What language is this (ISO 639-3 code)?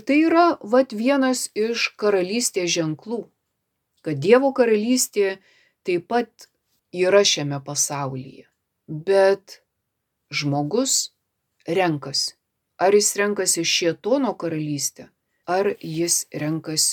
lit